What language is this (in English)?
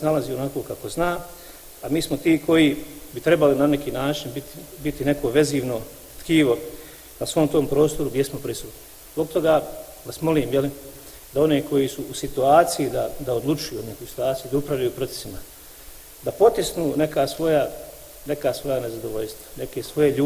Bosnian